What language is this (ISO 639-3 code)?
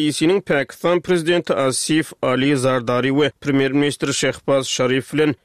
tuk